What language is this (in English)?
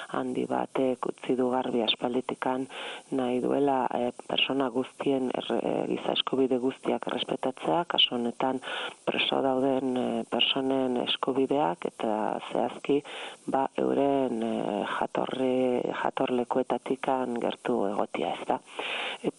Basque